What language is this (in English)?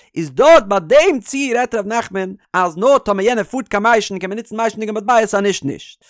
Yiddish